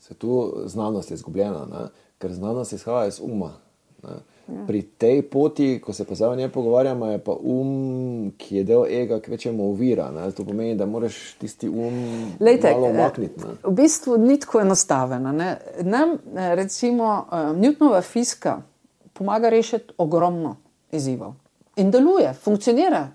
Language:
Slovenian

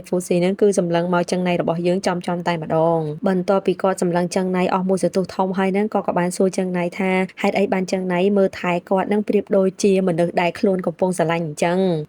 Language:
Khmer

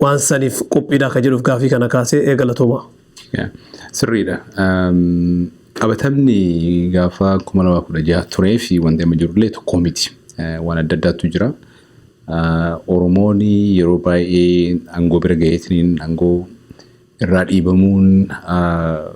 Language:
Oromo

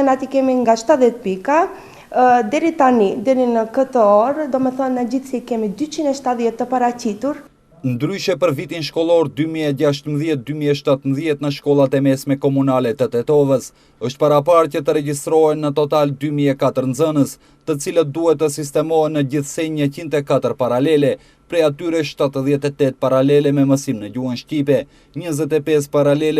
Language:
Albanian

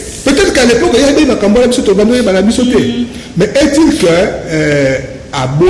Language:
Lingala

